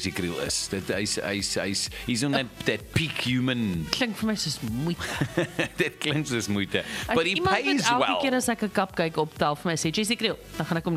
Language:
Afrikaans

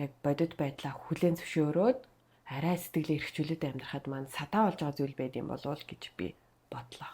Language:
Mongolian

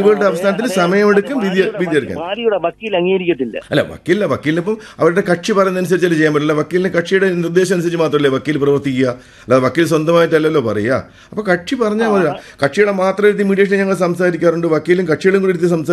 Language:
Malayalam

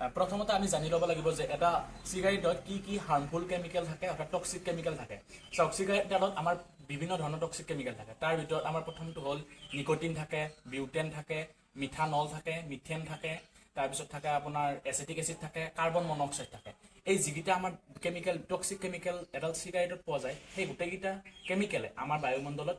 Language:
Assamese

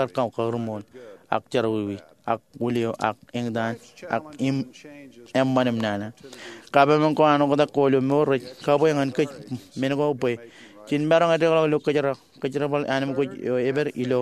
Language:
Marshallese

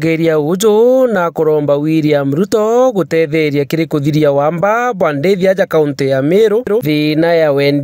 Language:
Meru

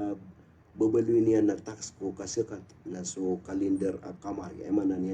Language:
Maranao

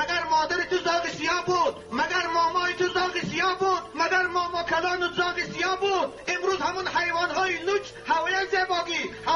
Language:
Tajik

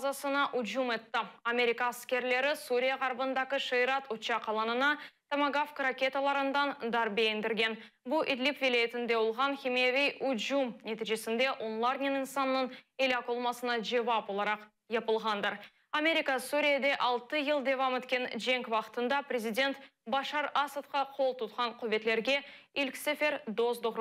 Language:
Crimean Tatar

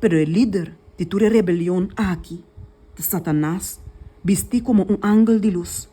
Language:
Papiamento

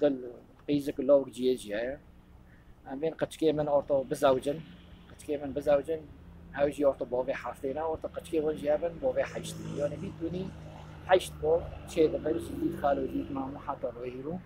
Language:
Kurdish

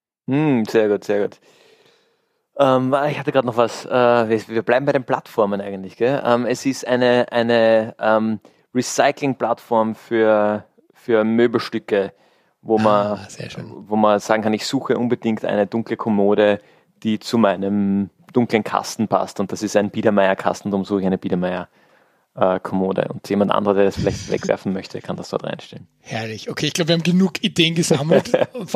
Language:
German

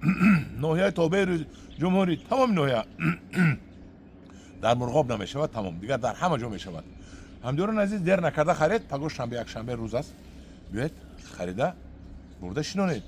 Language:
Tajik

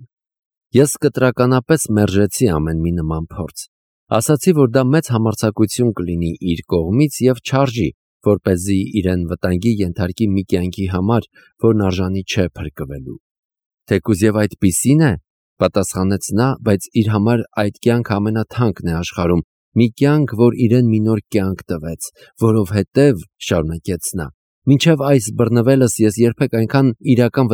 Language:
Armenian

